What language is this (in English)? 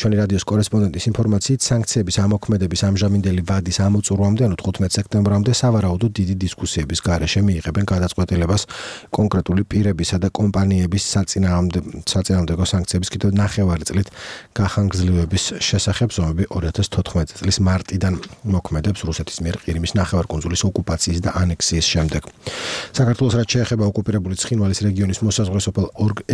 Georgian